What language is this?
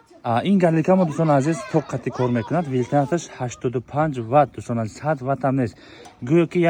Tajik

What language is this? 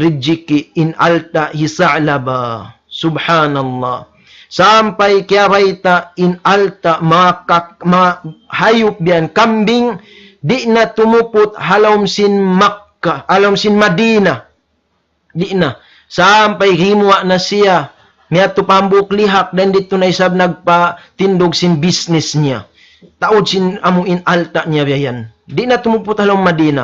Tausug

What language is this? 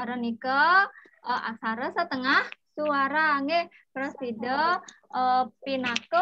Balinese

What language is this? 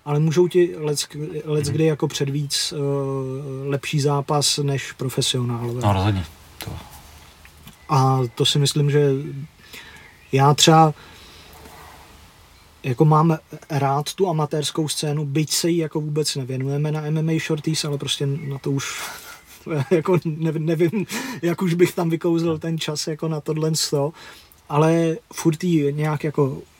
Czech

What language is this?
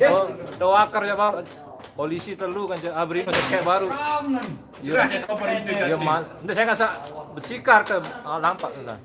Sasak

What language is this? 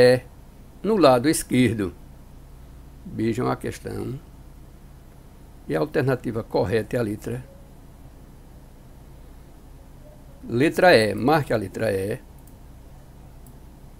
Portuguese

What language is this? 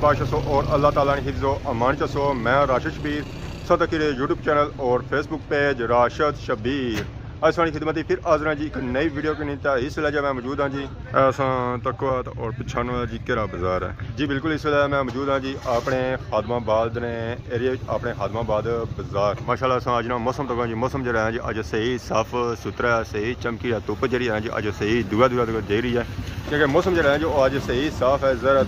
Pahari-Potwari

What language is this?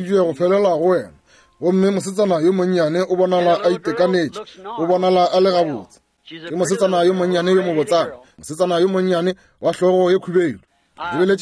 Northern Sotho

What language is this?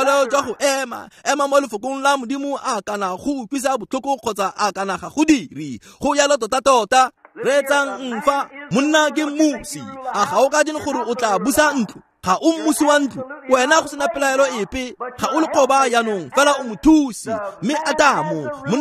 Tswana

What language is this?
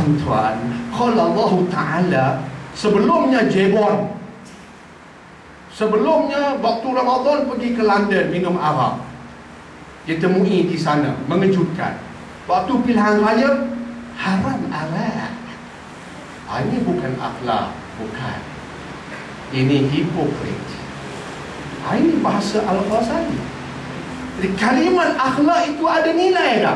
Malay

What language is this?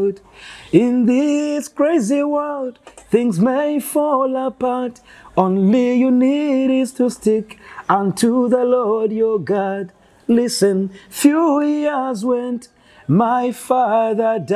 Nyoro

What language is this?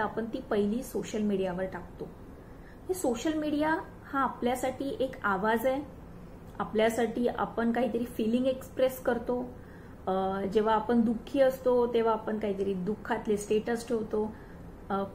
Marathi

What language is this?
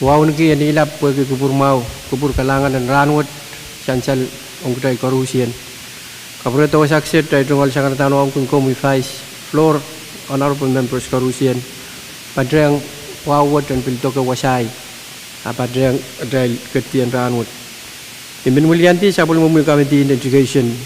Pohnpeian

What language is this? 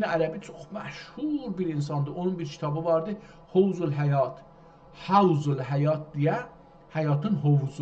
South Azerbaijani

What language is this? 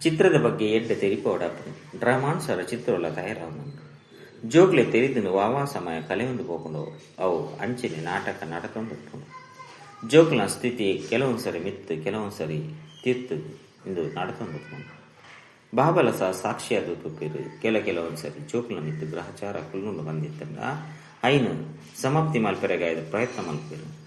Tulu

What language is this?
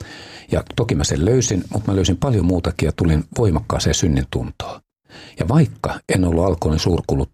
Finnish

